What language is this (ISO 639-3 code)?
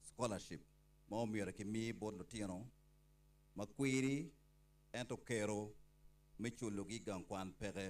ach